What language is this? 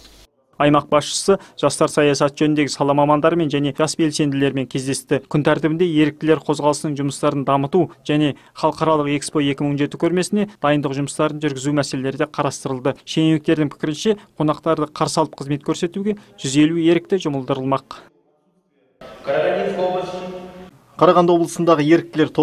Kazakh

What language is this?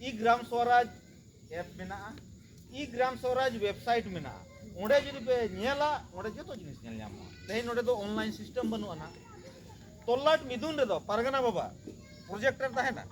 Santali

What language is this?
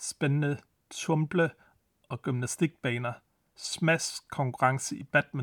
Danish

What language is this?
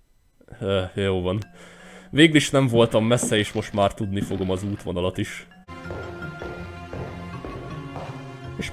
Hungarian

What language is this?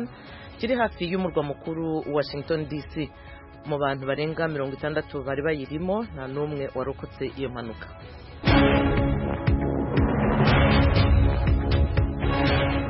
Kinyarwanda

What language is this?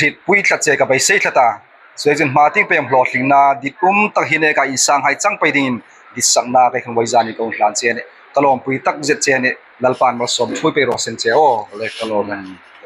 Hmar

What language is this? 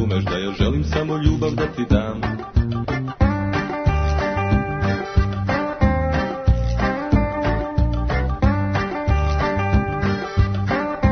Serbian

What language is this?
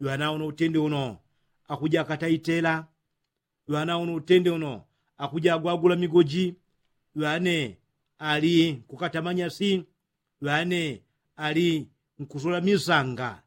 Yao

